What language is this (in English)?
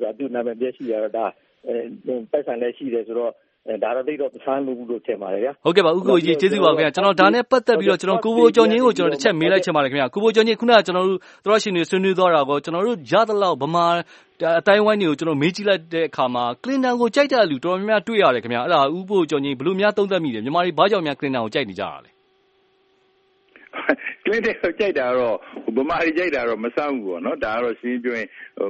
Burmese